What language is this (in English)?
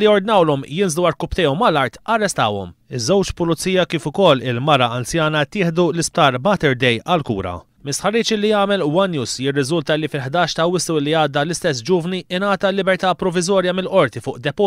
Maltese